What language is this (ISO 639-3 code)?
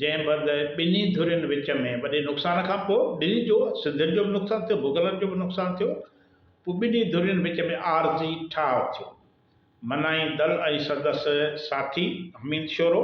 snd